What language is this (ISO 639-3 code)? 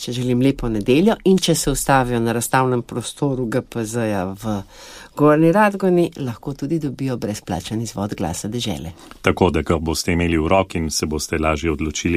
slv